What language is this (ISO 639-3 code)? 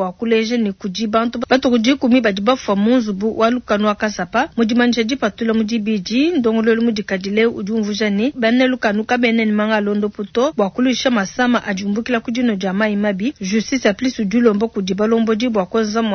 lua